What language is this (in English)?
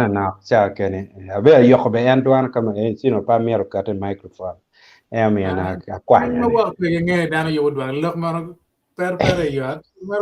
Acoli